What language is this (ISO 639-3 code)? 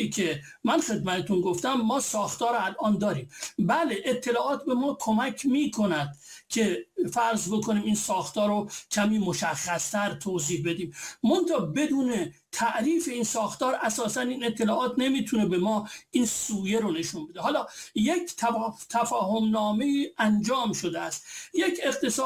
fas